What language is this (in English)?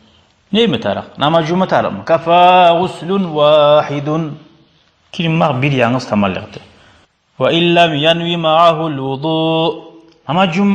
Kumyk